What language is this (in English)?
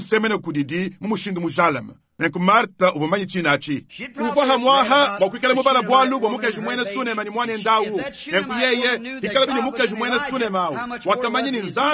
Luba-Lulua